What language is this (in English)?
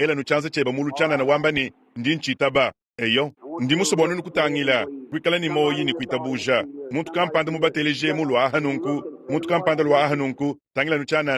Luba-Lulua